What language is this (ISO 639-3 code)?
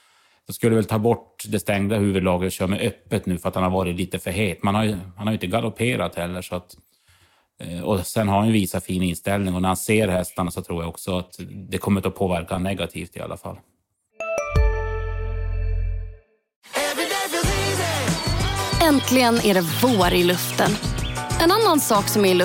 swe